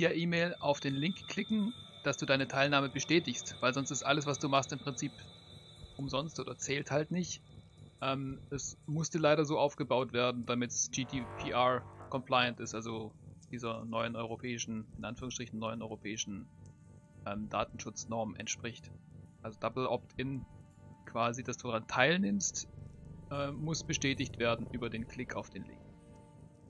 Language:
German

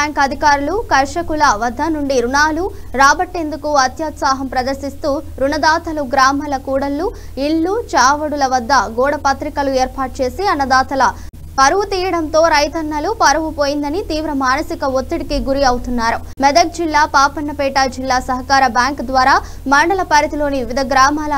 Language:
Telugu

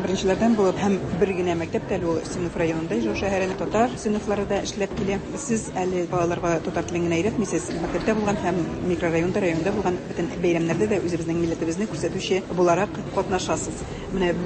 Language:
Tatar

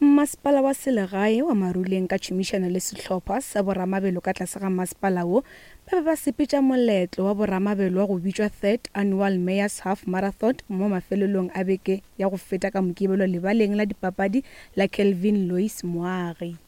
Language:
Northern Sotho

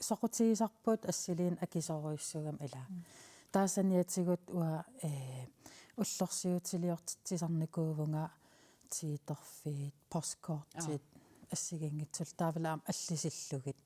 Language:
Kalaallisut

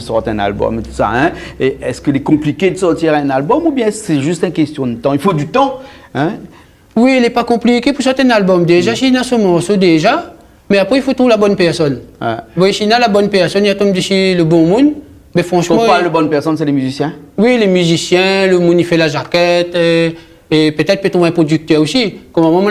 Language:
Réunion Creole French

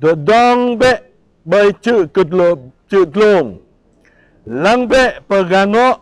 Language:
Jarai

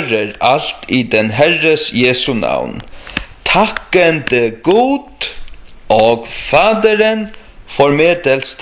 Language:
Faroese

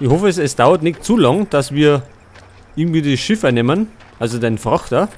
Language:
Bavarian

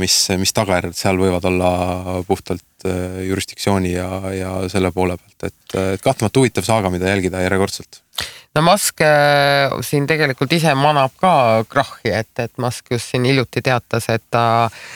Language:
Estonian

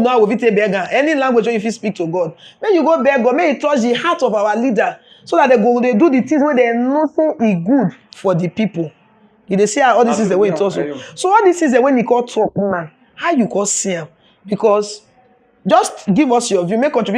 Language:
Nigerian Pidgin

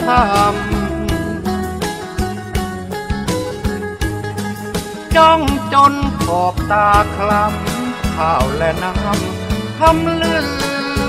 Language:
Thai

